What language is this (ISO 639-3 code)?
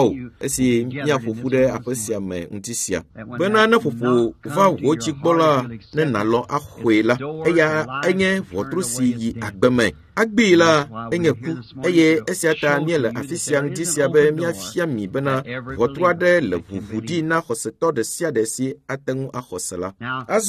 ewe